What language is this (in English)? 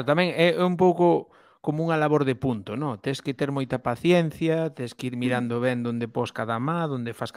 Galician